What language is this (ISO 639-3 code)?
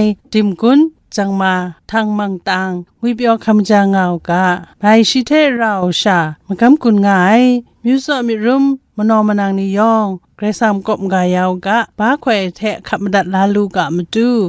kac